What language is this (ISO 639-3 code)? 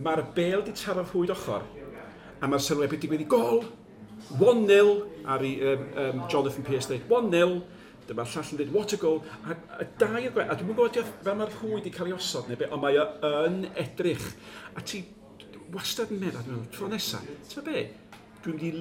cym